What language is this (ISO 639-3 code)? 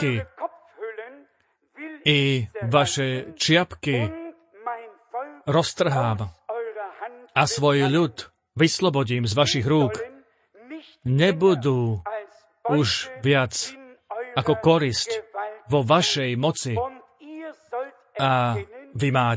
slk